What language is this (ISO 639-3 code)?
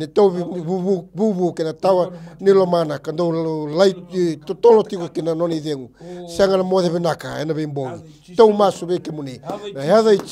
fij